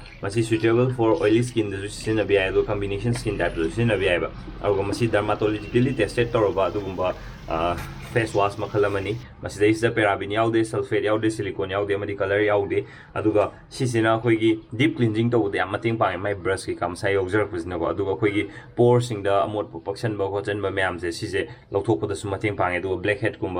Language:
Manipuri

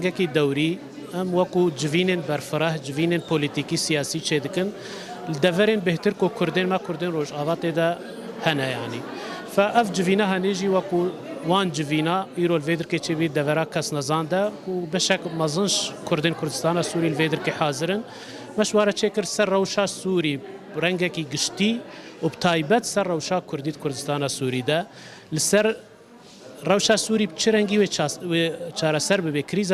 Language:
Kurdish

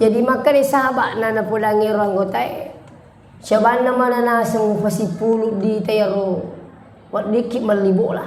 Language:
Buginese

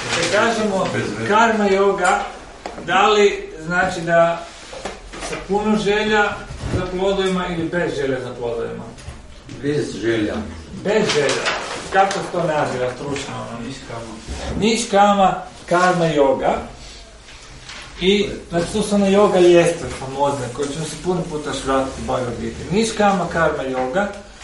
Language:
Croatian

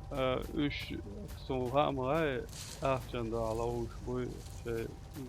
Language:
Chechen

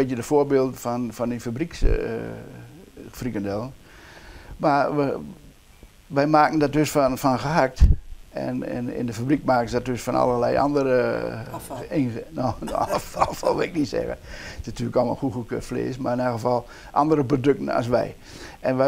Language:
Dutch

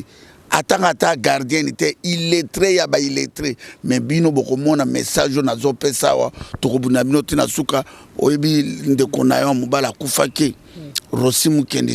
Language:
Lingala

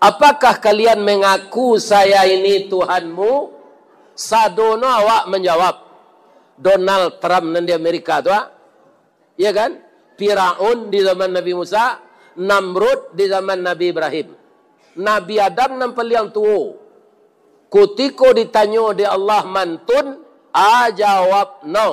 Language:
Minangkabau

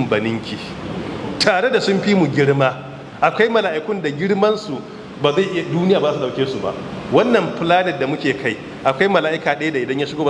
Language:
Hausa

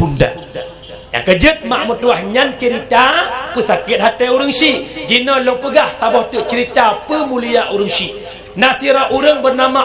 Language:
Achinese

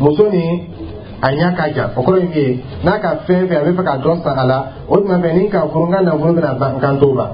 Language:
Dyula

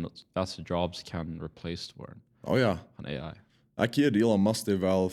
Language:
Plautdietsch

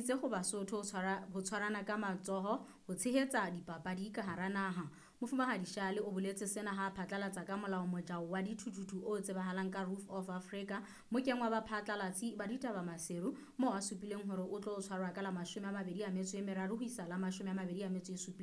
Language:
Southern Sotho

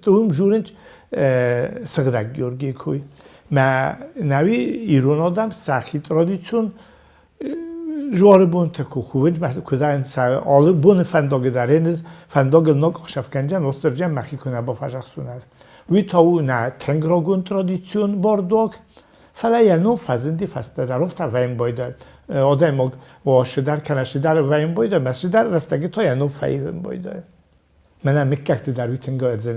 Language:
Ossetic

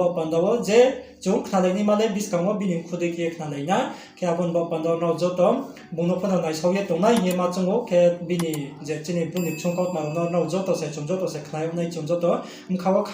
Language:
Riang (India)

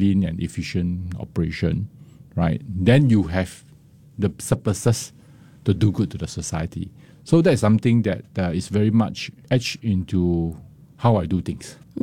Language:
English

